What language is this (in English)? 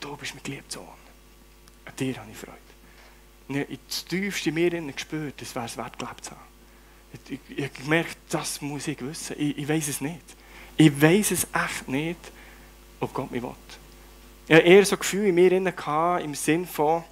Swiss German